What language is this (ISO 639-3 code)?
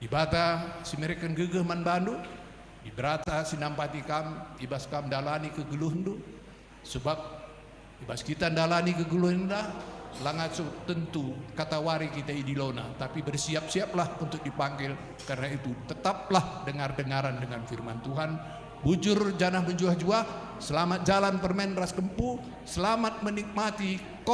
btx